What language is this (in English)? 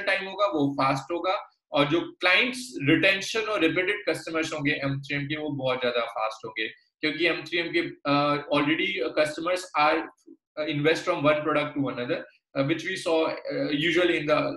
Hindi